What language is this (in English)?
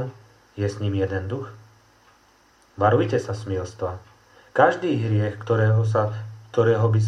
Slovak